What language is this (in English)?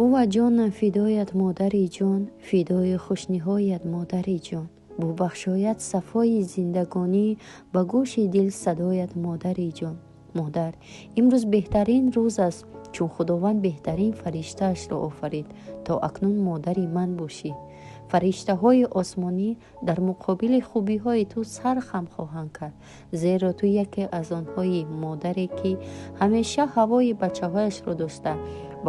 Tajik